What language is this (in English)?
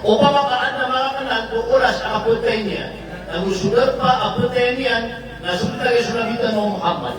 Maranao